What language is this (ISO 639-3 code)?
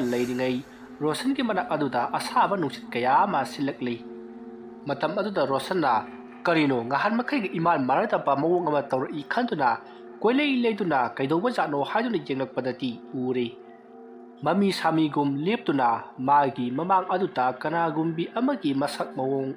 mni